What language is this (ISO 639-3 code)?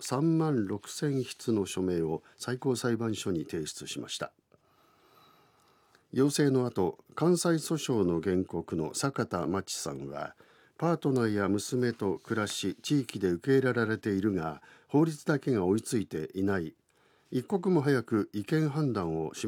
jpn